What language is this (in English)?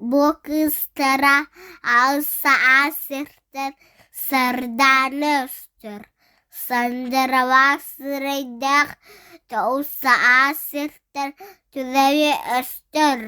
Yakut